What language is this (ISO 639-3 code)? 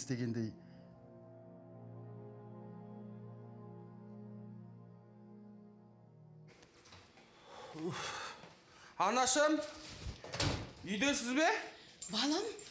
kaz